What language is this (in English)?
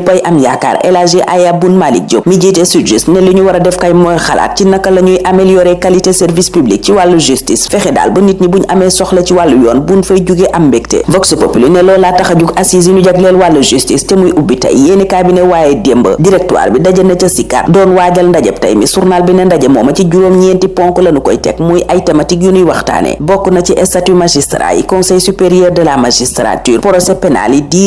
Wolof